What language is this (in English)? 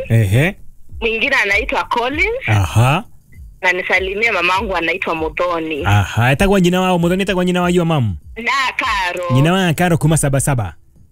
Kikuyu